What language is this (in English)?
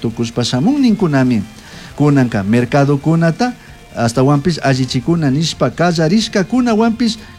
Chimborazo Highland Quichua